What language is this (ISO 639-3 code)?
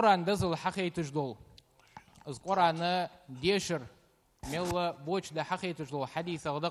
inh